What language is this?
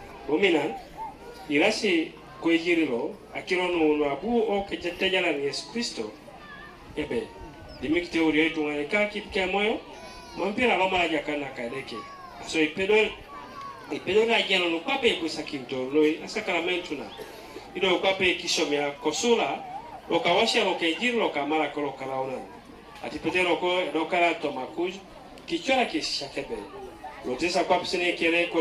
Teso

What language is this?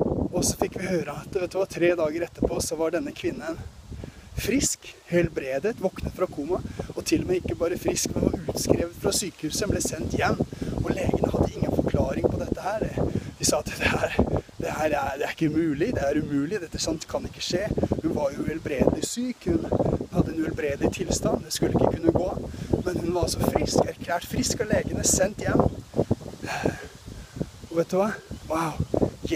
Norwegian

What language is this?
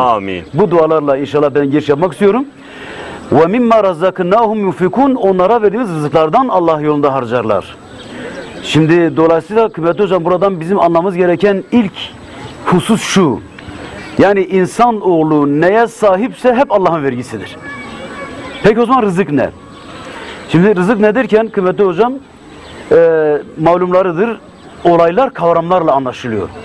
Turkish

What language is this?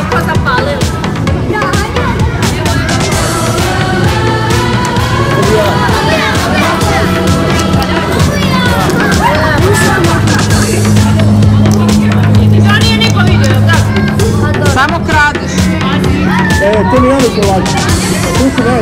Croatian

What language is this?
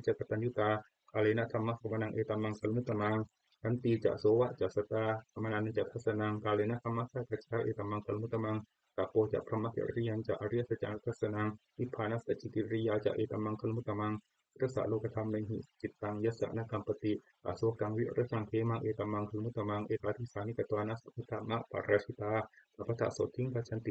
Pali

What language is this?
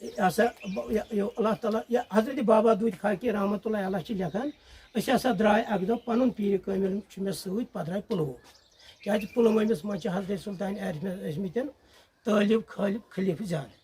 Kashmiri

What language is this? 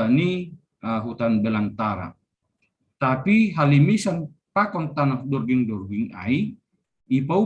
Batak Simalungun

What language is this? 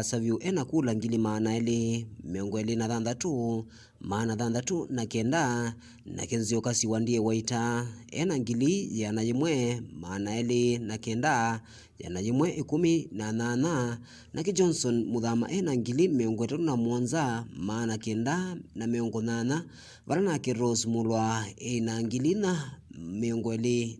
Kamba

